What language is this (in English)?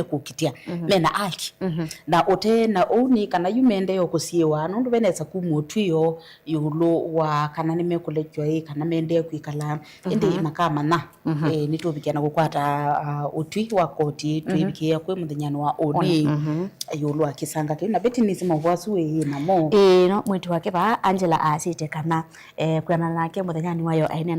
Kamba